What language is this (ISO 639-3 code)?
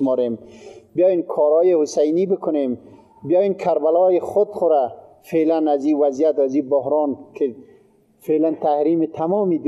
fas